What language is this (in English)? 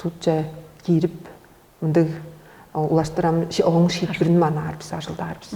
Tuvinian